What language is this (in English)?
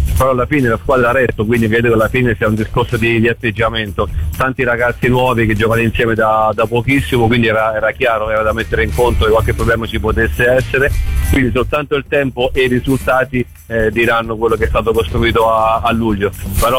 Italian